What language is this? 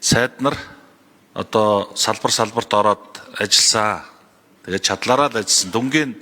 Mongolian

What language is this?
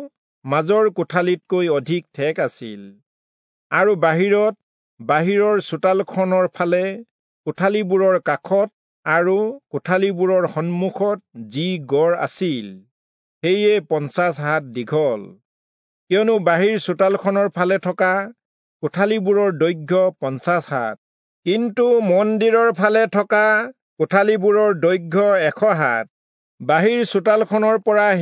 Assamese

